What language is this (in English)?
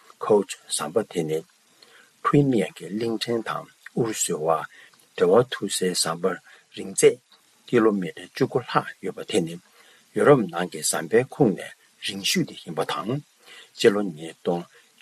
Tibetan